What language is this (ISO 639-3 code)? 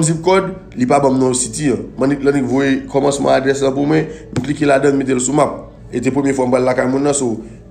hat